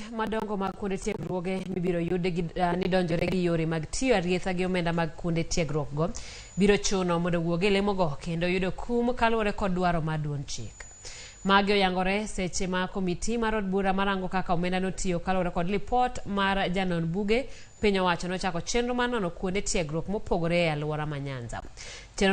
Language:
Luo (Kenya and Tanzania)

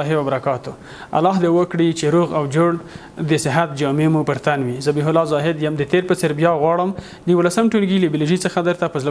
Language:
Pashto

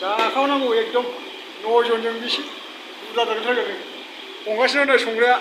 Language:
Bodo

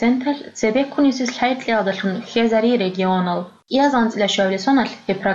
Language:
Avaric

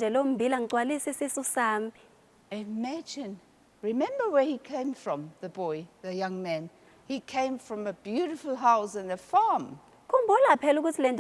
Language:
Zulu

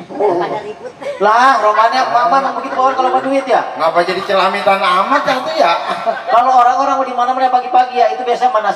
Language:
Betawi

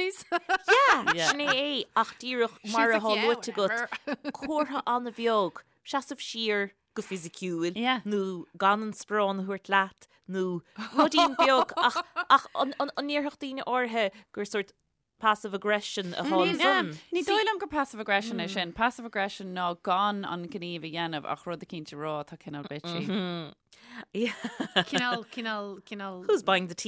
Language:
Irish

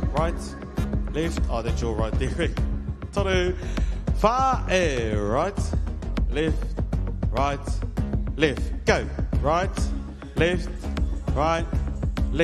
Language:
Māori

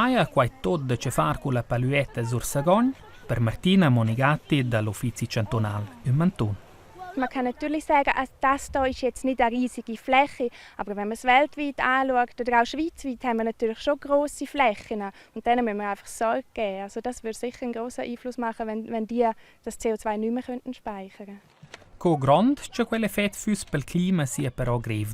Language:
Romansh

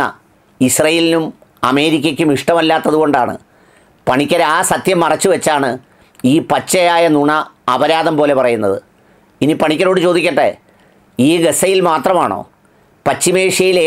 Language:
Malayalam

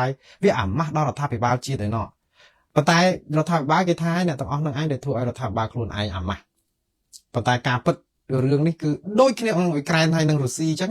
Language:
Khmer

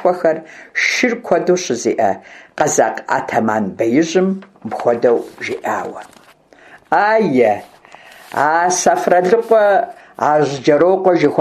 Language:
Kabardian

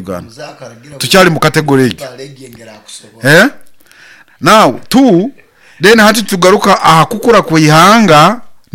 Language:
Nyoro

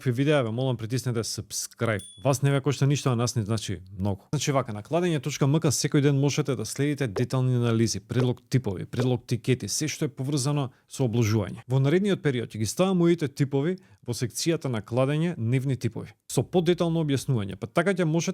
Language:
Macedonian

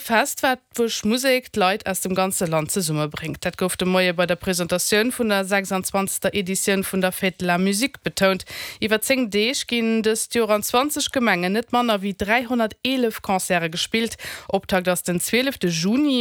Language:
Luxembourgish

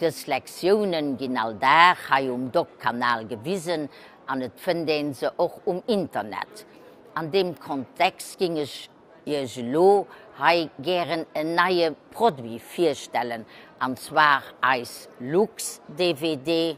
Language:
Luxembourgish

